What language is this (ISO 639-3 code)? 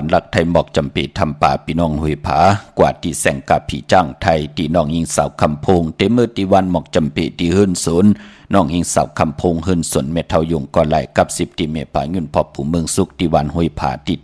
shn